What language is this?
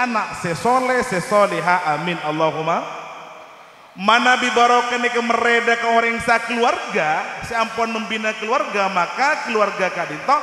Madurese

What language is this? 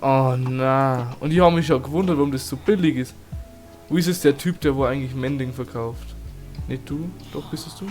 Bavarian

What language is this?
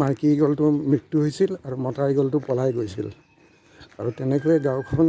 Assamese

